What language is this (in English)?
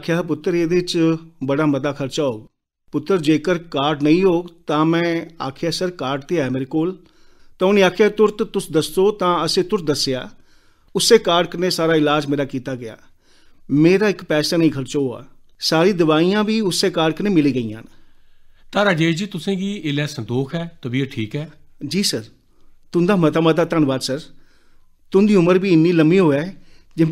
Dogri